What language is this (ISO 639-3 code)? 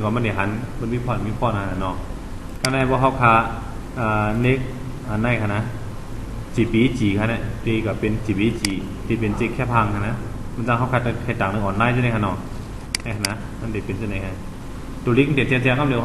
shn